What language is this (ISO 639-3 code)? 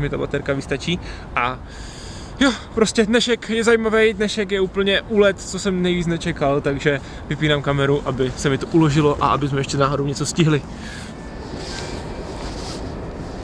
ces